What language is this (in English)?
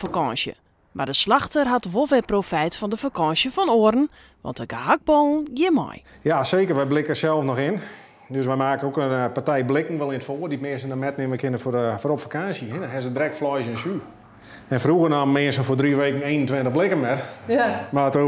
Western Frisian